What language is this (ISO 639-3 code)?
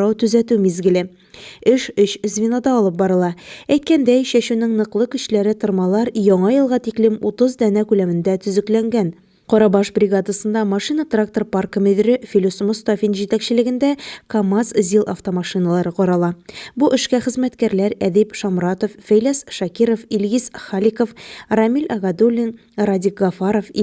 tat